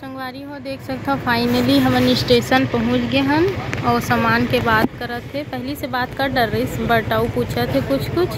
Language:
Chhattisgarhi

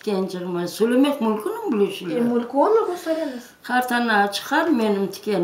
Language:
Crimean Tatar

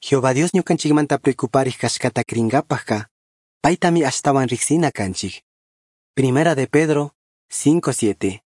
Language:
Chimborazo Highland Quichua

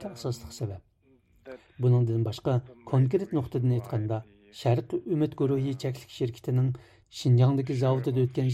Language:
Uyghur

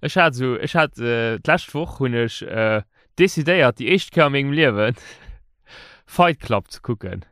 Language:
Luxembourgish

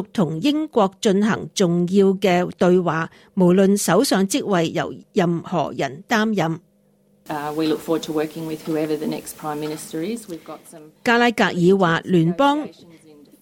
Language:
Cantonese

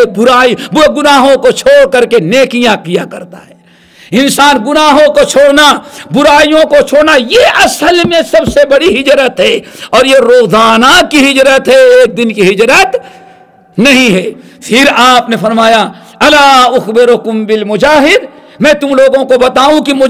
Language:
Urdu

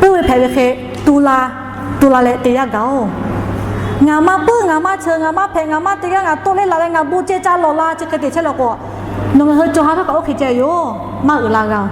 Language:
Lahu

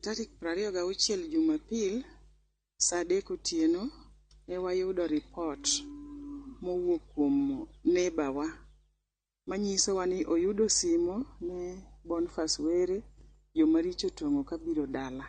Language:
Luo (Kenya and Tanzania)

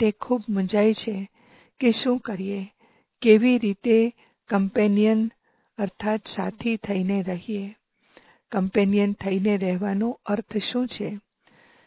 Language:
Gujarati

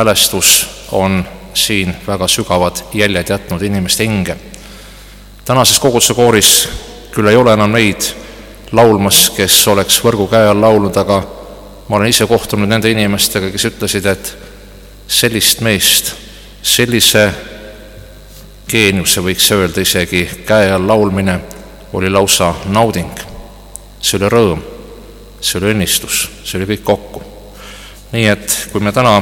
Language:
Estonian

